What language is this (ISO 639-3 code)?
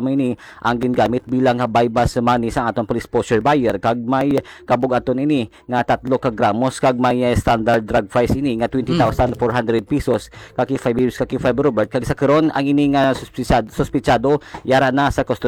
hil